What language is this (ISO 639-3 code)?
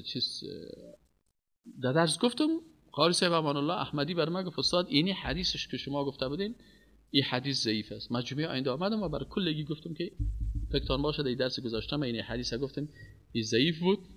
fas